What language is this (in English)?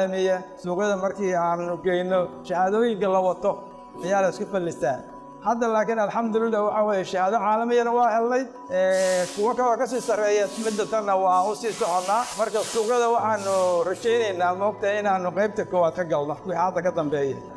Somali